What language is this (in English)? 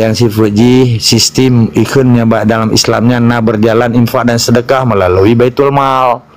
Achinese